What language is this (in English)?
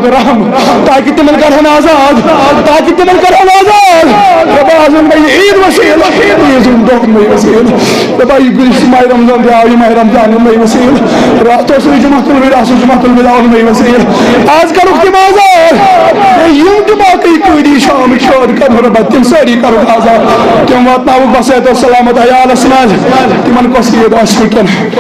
Kashmiri